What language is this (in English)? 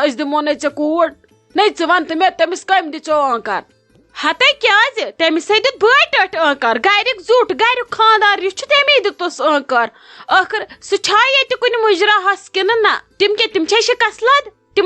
Kashmiri